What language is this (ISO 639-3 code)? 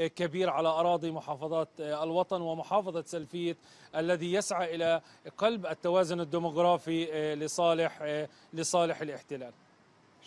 ara